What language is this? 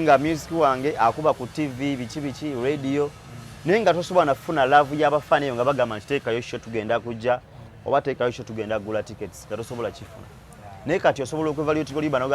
Ganda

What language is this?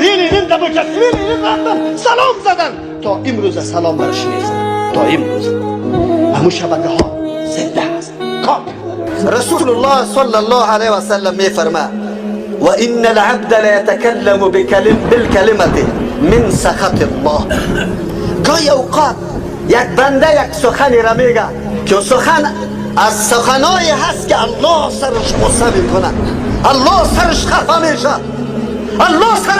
Persian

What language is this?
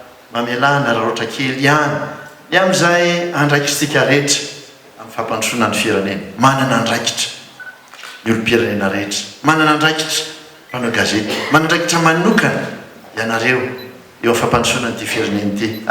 Malagasy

